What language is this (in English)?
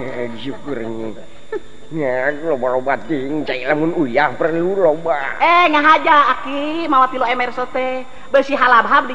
Sundanese